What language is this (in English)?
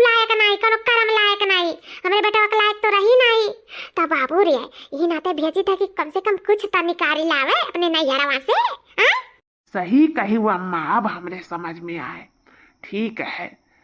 Awadhi